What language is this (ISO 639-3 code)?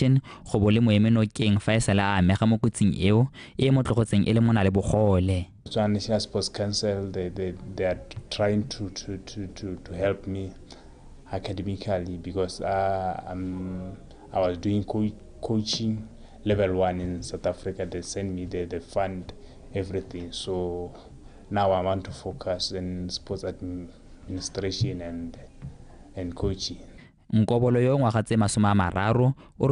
tsn